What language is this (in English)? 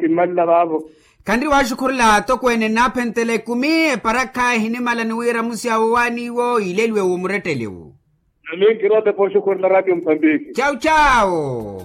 Makhuwa